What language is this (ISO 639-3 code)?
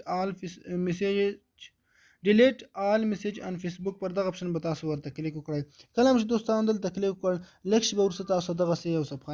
pus